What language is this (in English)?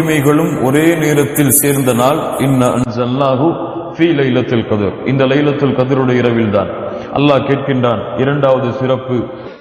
Tamil